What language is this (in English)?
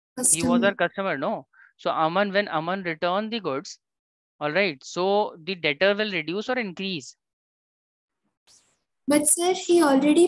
English